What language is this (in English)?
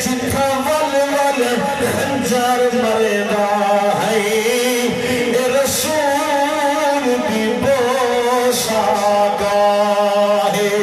Saraiki